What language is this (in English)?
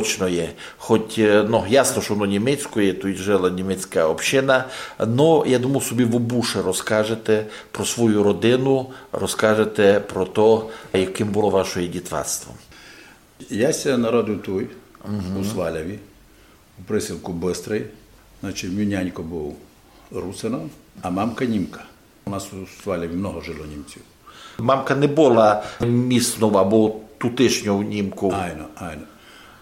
Rusyn